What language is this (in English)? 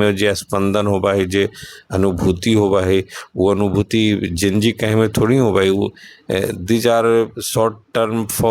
Magahi